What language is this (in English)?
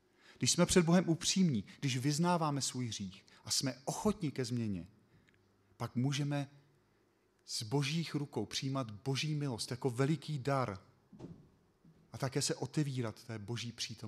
Czech